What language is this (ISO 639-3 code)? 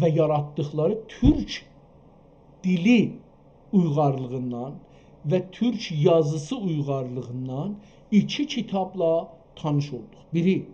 azb